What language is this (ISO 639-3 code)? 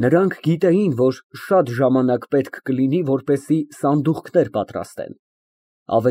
hye